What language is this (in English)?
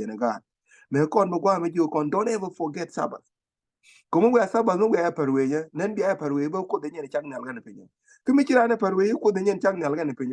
Nuer